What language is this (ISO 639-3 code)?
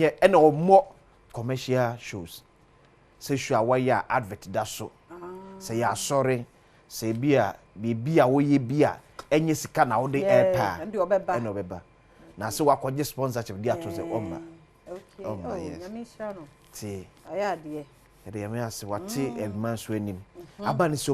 aka